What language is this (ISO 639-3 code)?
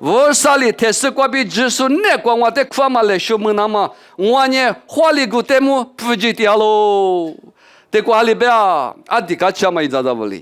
lis